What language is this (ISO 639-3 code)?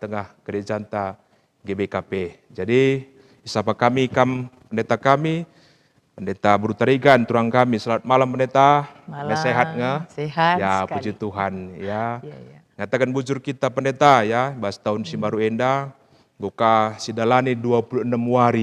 btx